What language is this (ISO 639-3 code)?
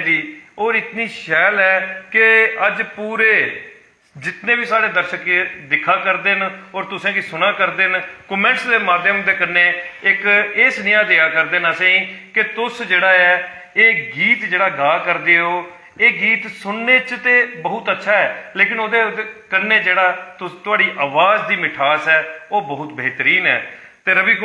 doi